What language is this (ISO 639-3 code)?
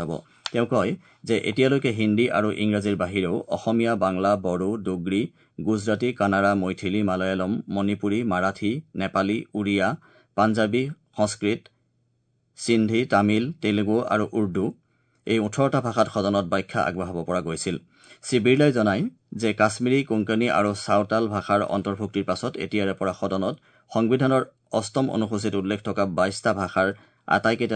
asm